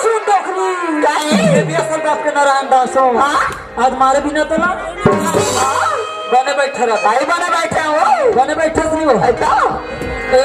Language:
Chhattisgarhi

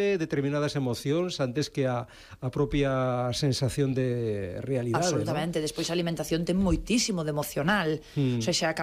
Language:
Galician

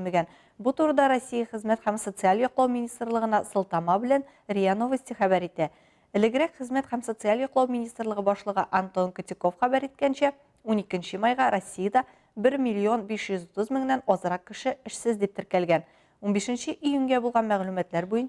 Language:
Tatar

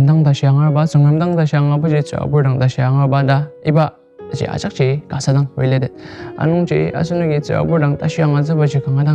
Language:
Ao Naga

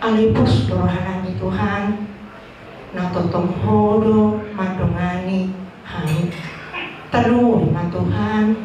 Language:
Batak Toba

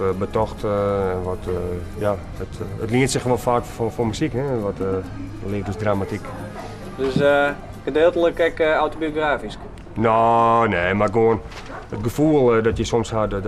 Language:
Western Frisian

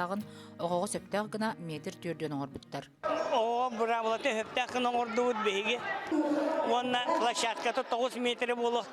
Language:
Yakut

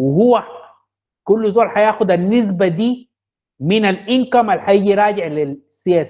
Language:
Sudanese Arabic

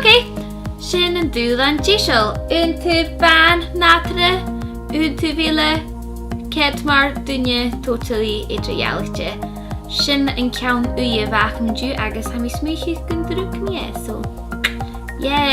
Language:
Scottish Gaelic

